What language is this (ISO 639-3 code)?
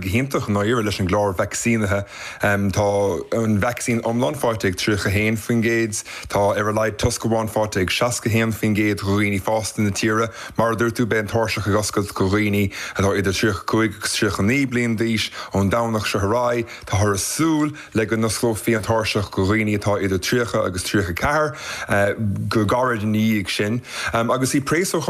gle